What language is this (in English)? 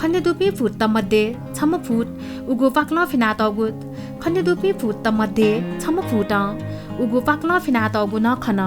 Newari